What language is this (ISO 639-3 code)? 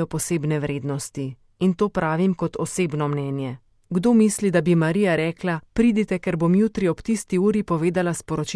slv